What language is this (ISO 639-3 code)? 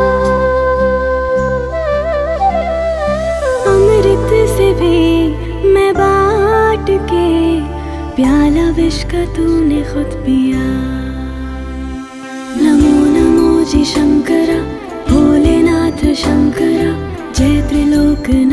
hin